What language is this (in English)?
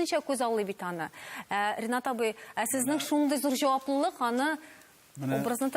Tatar